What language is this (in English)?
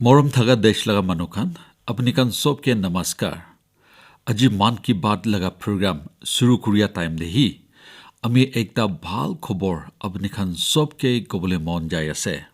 Naga Pidgin